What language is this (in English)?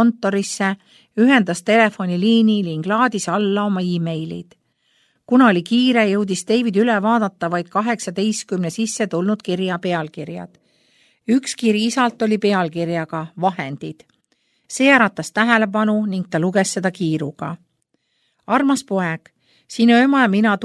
Estonian